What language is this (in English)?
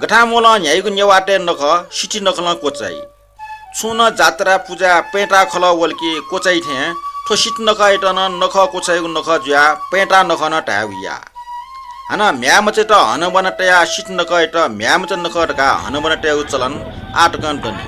Newari